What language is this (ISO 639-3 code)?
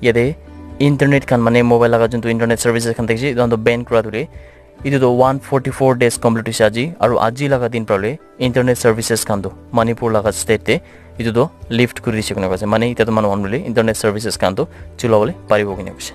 nag